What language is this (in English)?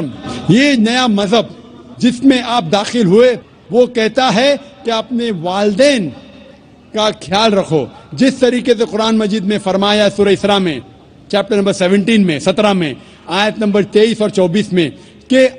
Urdu